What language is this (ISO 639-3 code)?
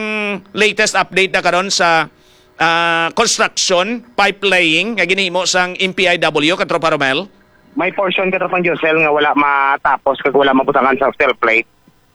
hil